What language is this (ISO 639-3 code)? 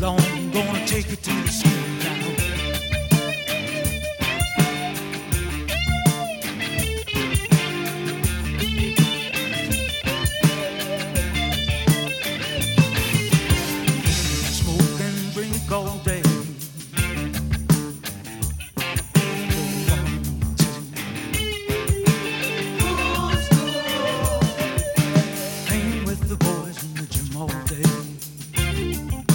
eng